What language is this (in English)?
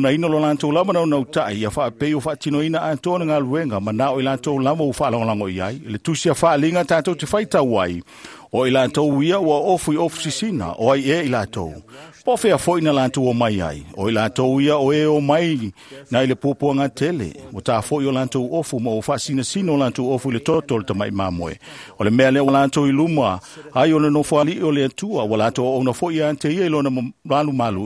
Samoan